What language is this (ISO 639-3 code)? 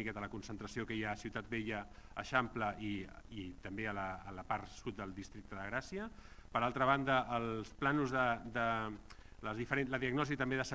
cat